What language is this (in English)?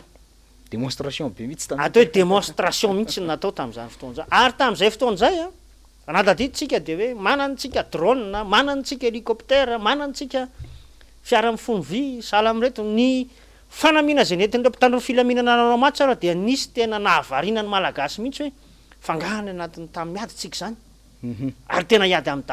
Malagasy